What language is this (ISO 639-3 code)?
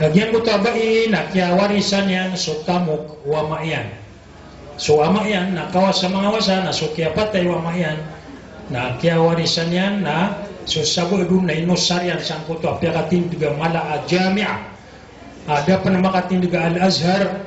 mrw